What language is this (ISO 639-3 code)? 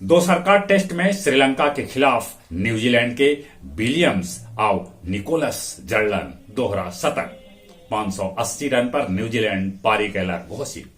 mag